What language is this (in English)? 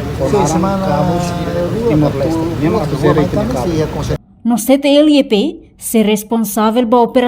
Tetum